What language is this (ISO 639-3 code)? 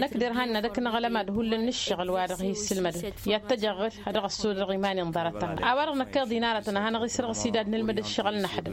taq